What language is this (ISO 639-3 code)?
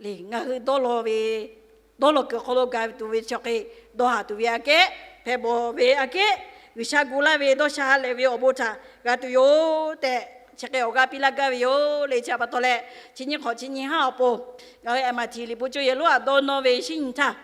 lhu